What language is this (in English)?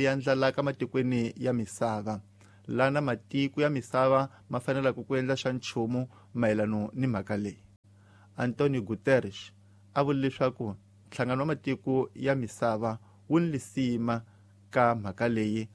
Tsonga